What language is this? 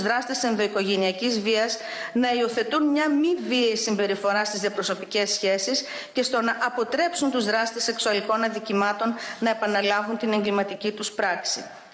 Greek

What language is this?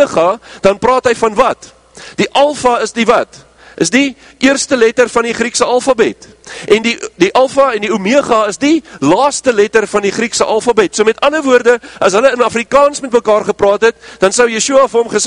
Afrikaans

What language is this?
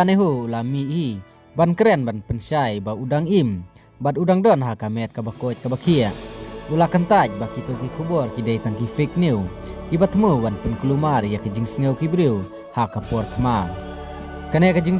Khasi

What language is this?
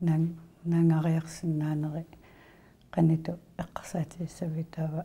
Kalaallisut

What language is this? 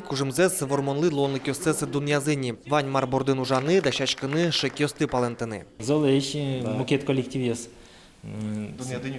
Udmurt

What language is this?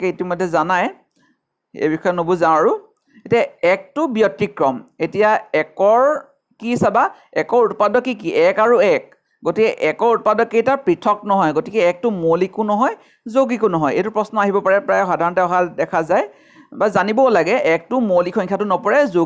Assamese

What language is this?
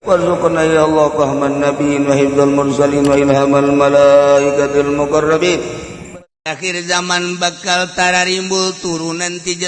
Sundanese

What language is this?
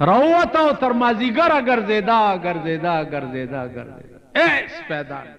Pashto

